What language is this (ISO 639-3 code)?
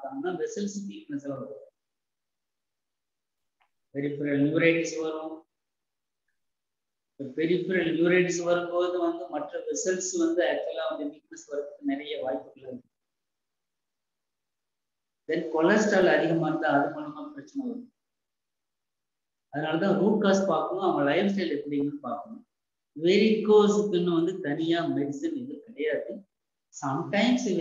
tam